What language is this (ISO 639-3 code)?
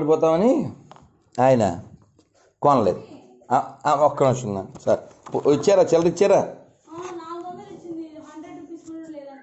tel